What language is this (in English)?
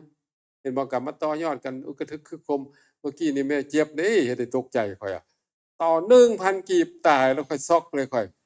Northeastern Thai